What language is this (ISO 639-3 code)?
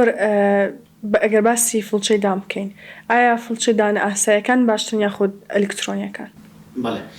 ckb